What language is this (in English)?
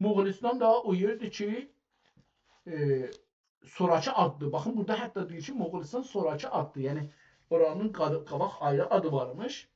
South Azerbaijani